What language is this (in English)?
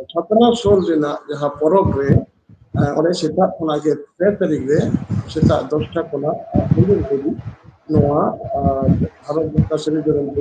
Santali